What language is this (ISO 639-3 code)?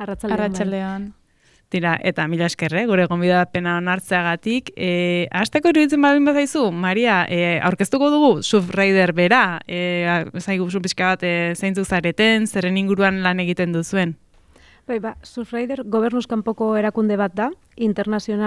eus